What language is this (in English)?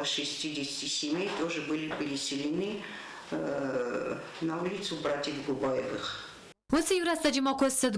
Ossetic